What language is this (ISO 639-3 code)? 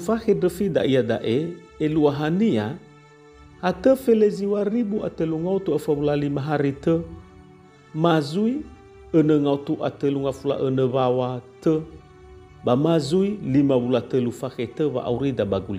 nia